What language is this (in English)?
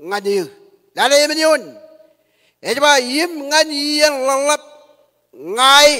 Marshallese